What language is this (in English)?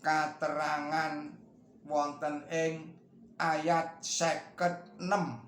Javanese